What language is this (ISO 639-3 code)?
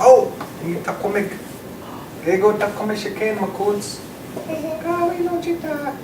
ciw